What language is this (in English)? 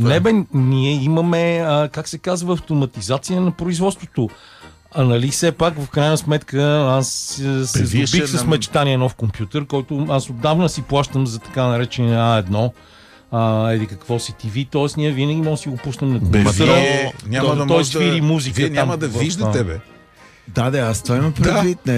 Bulgarian